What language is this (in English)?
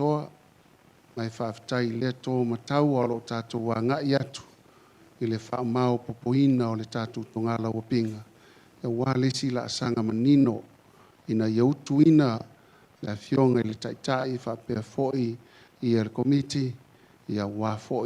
Samoan